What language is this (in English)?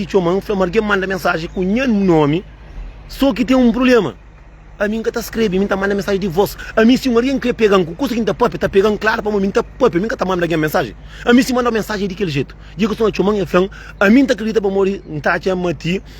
Kabuverdianu